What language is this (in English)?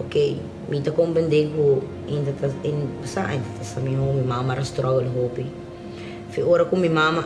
Papiamento